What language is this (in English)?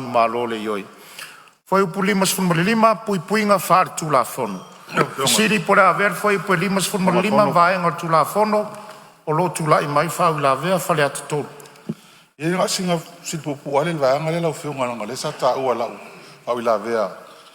Samoan